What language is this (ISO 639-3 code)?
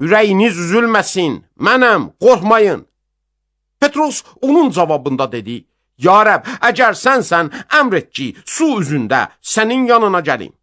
aze